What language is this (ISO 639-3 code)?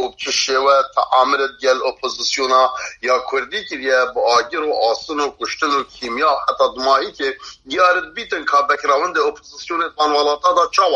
kur